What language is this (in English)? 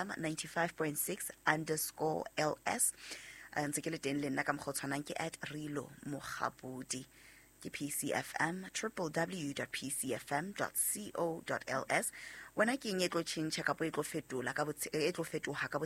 Southern Sotho